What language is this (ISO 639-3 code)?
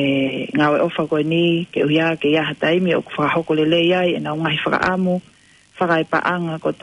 ton